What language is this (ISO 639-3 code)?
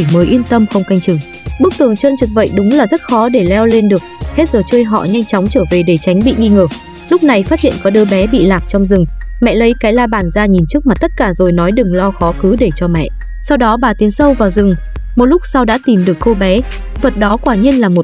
vie